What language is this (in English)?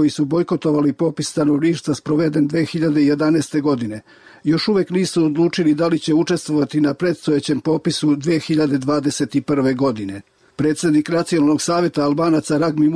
Serbian